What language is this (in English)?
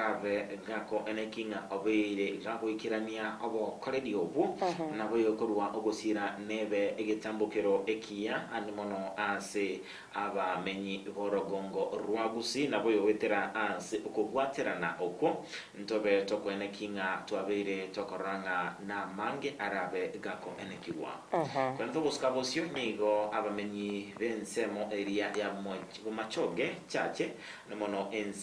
Gusii